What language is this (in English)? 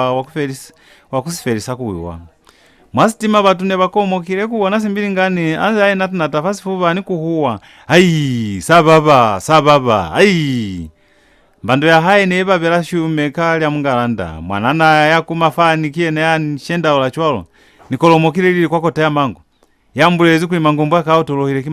Lozi